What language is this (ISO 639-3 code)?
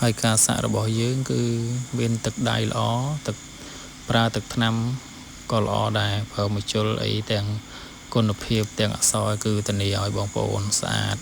khm